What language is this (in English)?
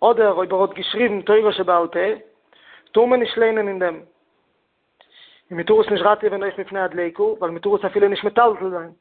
Yiddish